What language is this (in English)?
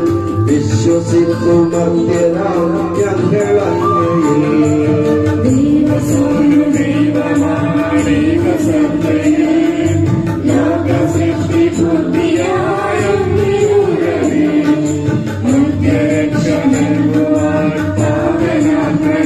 Malayalam